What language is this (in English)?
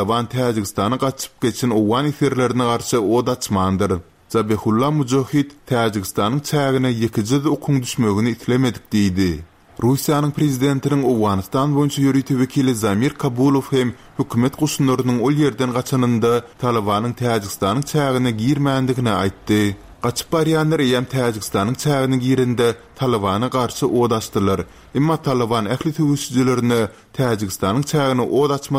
Turkmen